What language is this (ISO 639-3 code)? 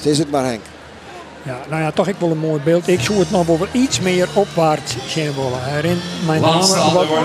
fry